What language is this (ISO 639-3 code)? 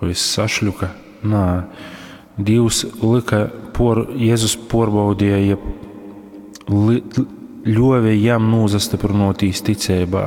ltg